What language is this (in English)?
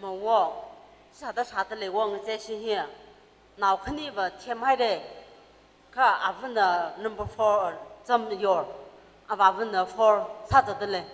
Tangkhul Naga (India)